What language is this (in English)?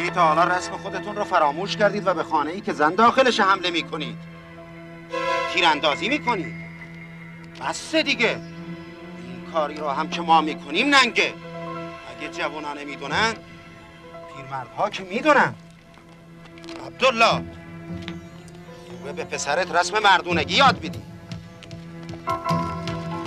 Persian